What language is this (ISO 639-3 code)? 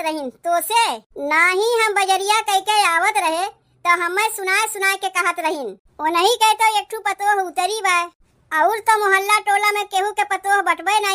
awa